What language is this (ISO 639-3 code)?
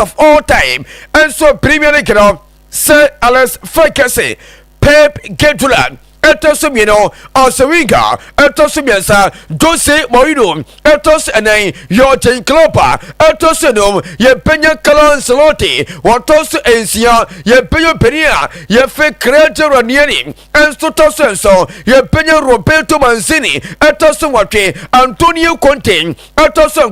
aka